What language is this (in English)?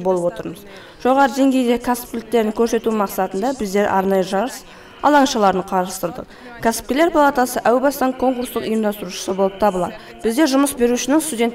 Kazakh